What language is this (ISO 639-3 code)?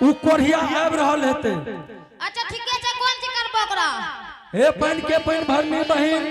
anp